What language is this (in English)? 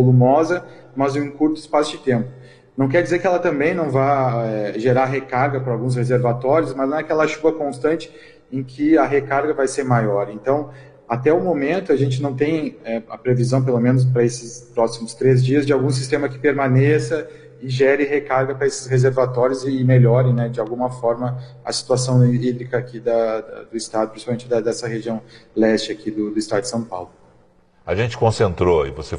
Portuguese